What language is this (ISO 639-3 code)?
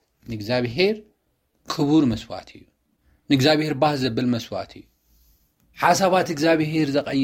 tir